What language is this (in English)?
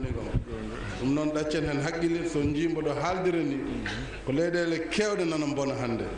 Fula